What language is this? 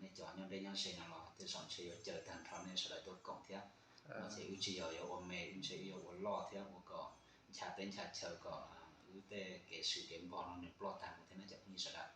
Hmong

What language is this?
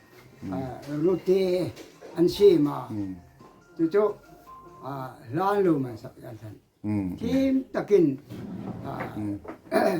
Hmar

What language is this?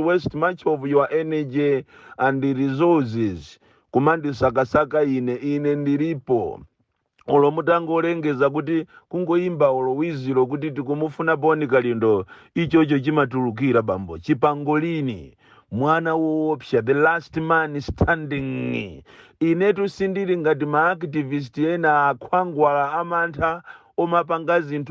Nyanja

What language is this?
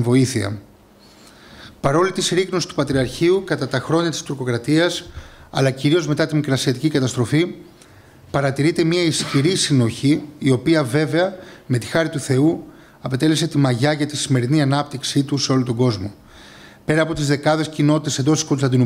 Greek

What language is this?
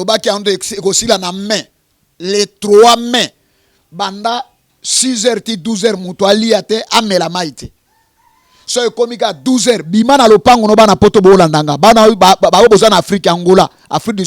Lingala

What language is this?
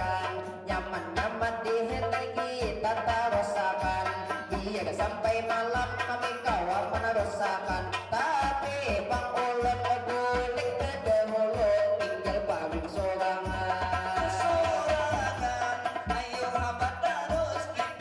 Banjar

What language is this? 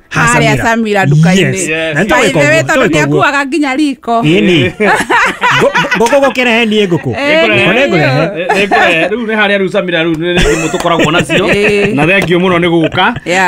Kikuyu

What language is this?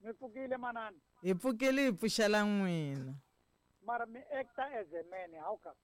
Tsonga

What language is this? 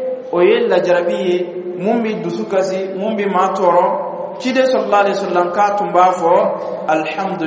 Dyula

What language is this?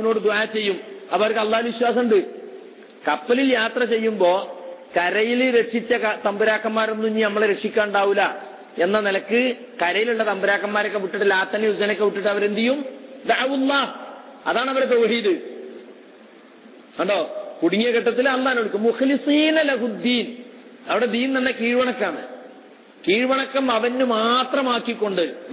Malayalam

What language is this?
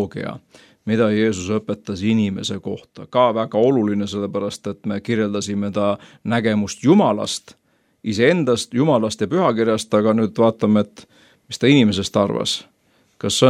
Estonian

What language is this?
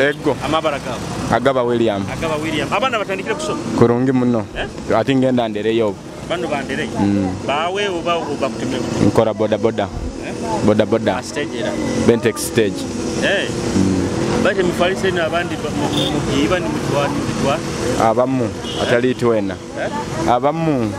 Nyoro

